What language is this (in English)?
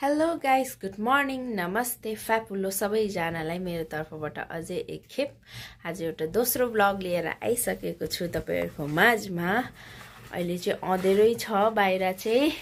Nepali